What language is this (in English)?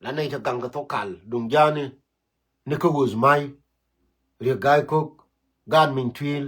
Nuer